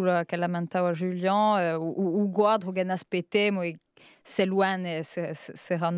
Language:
Corsican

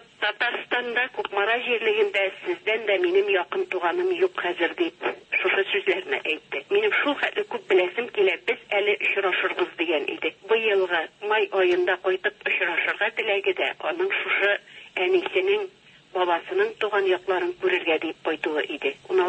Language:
Tatar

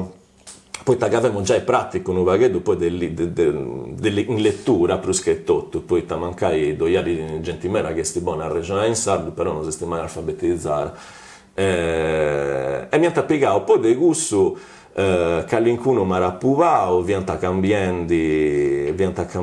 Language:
Sardinian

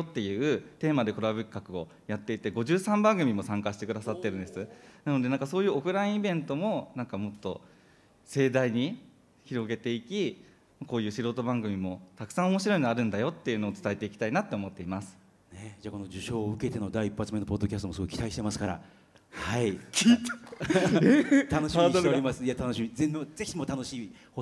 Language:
Japanese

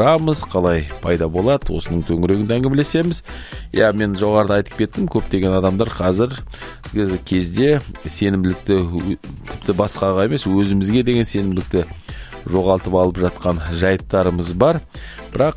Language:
Kazakh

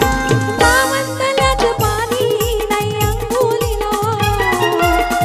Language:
Marathi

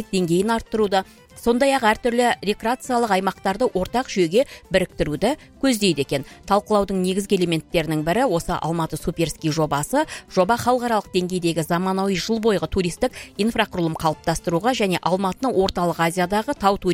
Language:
Kazakh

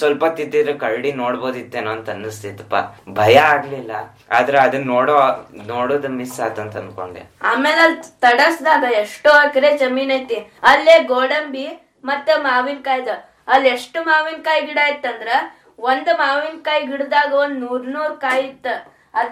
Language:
Kannada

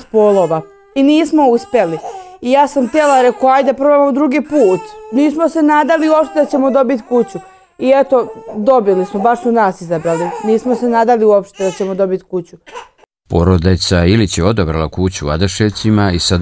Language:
Serbian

